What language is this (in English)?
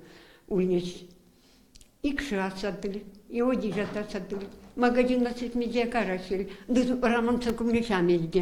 Erzya